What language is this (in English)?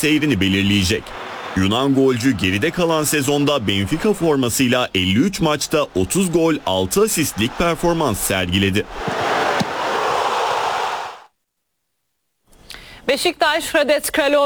Turkish